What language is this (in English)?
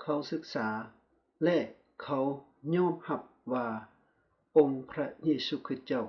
Lao